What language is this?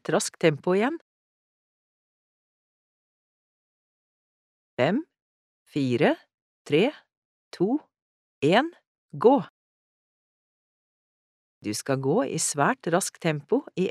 Norwegian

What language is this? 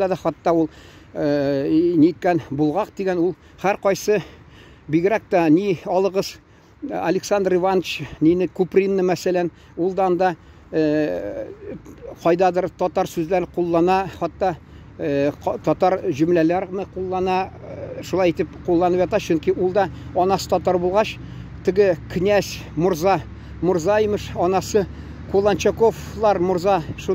Tatar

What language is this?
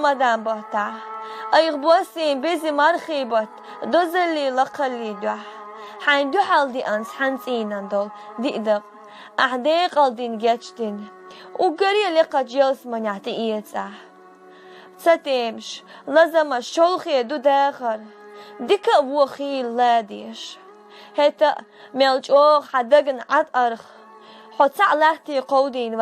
Chechen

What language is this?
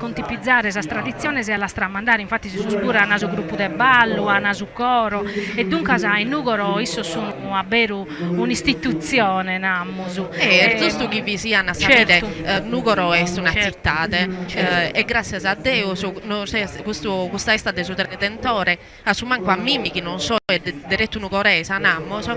Sardinian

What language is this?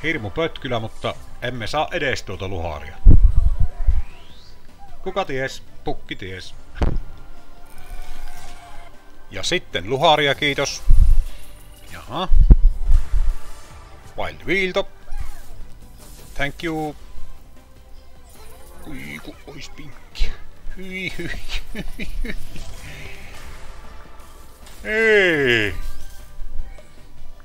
Finnish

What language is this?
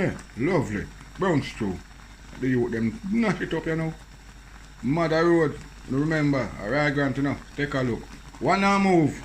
Jamaican Creole English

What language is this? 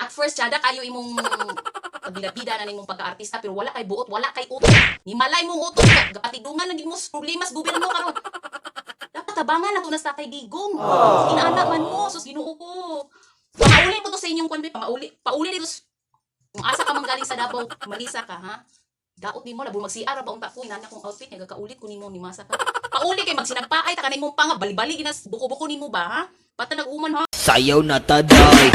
Cebuano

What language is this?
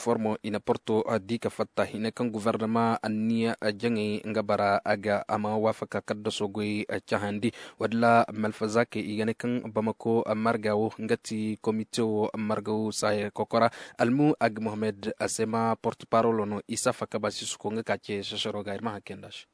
Koyraboro Senni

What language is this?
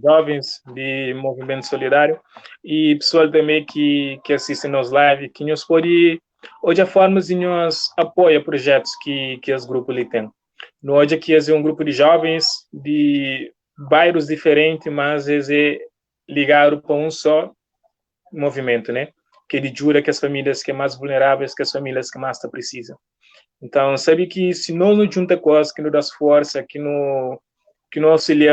Kabuverdianu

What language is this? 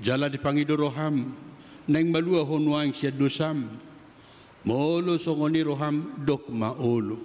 Batak Toba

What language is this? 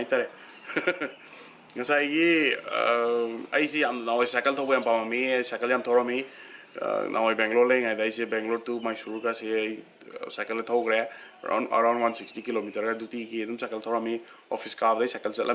Manipuri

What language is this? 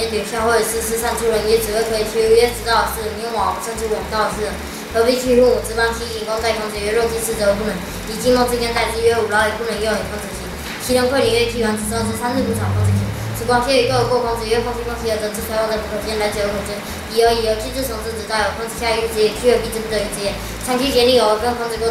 Literary Chinese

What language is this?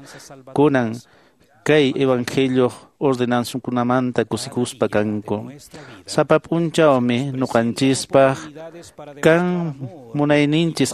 Quechua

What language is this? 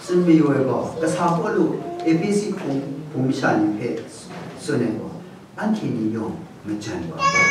Kachin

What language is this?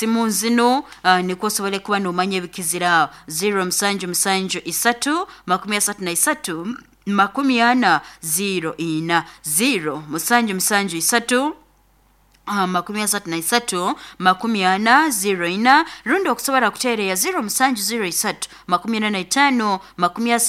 Nyoro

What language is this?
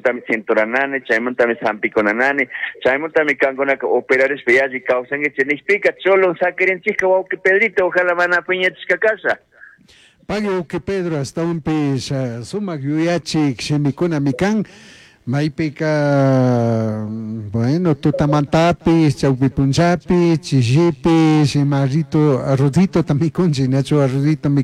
Chimborazo Highland Quichua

